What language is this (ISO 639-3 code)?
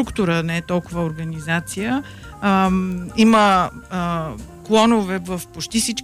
bul